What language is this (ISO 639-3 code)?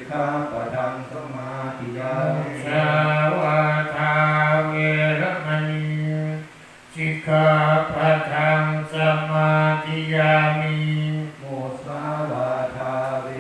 pli